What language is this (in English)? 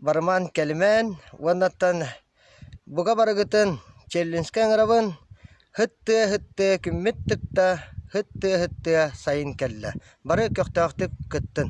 Yakut